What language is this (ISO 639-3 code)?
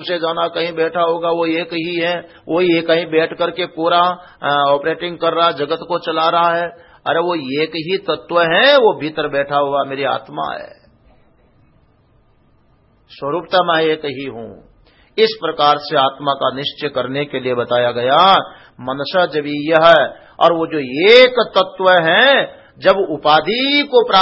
hin